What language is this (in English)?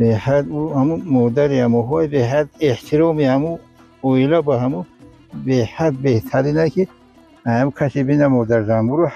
Tajik